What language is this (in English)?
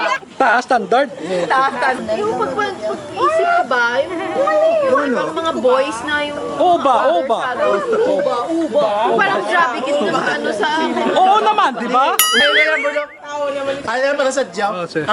Hiligaynon